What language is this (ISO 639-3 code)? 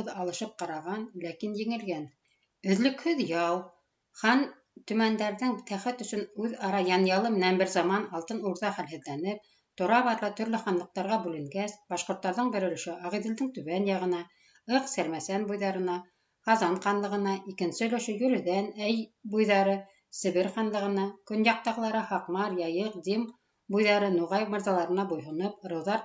bak